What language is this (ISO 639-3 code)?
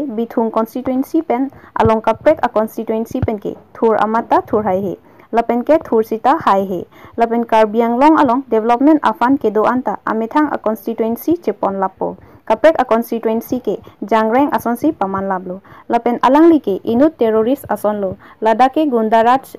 mjw